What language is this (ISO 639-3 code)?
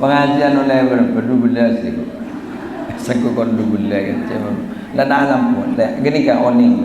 mad